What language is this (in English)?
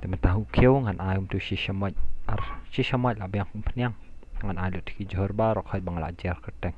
Khasi